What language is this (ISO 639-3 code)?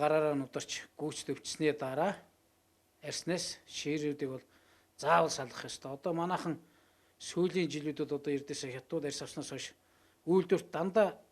mon